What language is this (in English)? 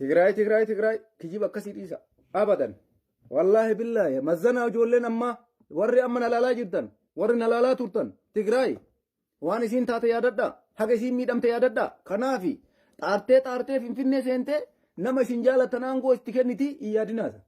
Oromo